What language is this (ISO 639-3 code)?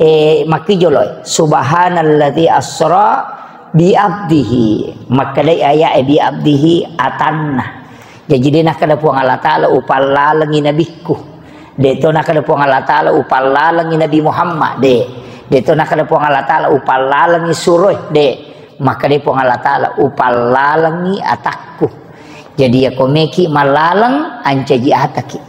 bug